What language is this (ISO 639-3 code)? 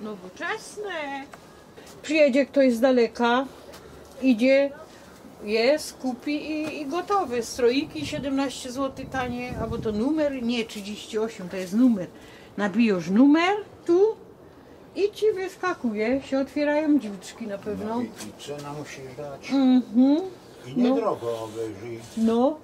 szl